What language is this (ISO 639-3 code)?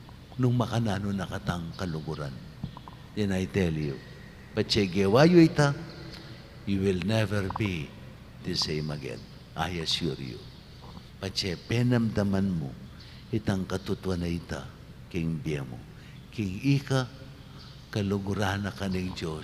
pam